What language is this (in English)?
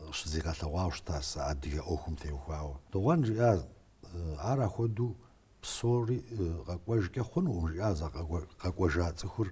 Kabardian